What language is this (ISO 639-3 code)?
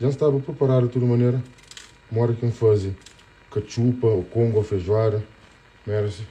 kea